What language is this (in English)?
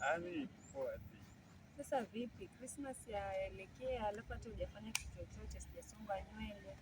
Swahili